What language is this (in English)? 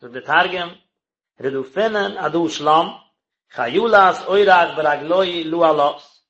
Yiddish